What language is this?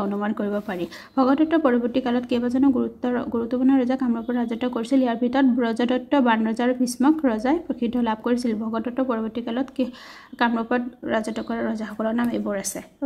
Assamese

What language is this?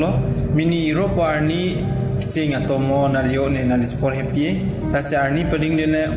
Karbi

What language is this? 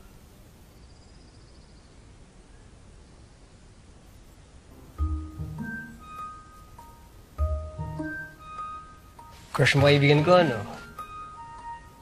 Filipino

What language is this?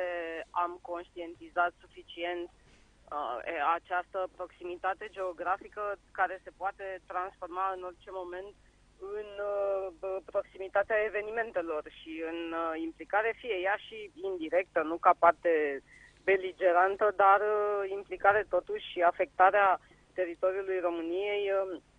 Romanian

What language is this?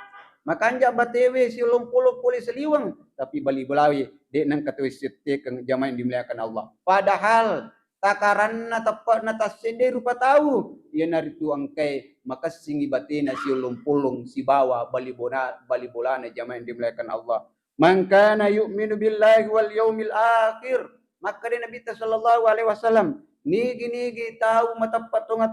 Buginese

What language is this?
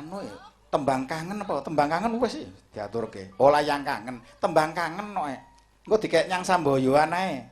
Javanese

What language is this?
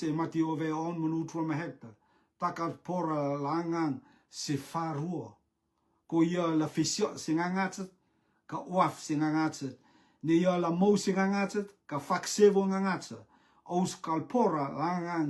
Rotuman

